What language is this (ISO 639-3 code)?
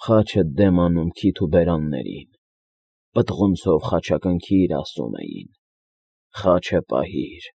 hye